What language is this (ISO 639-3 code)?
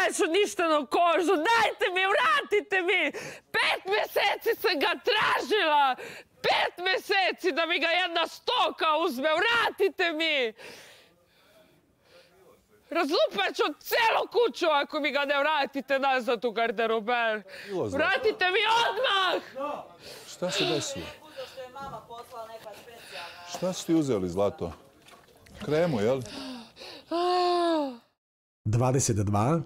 bos